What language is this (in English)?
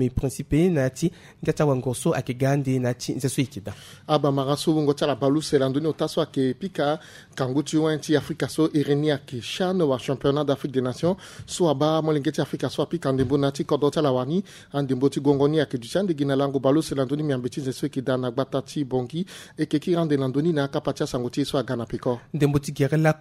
Sango